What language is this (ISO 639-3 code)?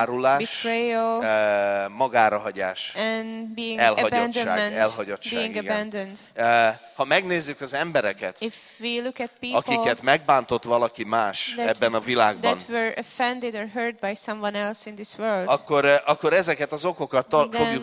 hun